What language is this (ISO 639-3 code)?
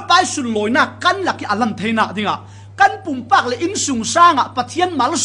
cfm